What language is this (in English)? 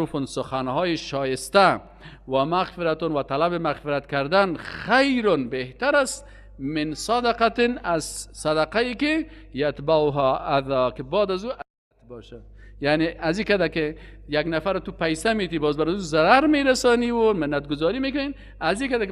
Persian